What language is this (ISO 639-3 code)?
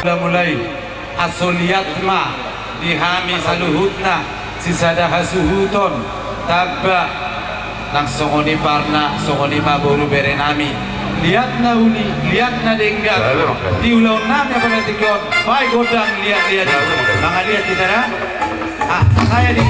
bbc